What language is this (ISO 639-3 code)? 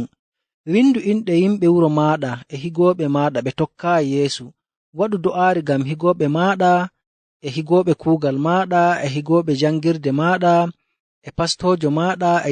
fuv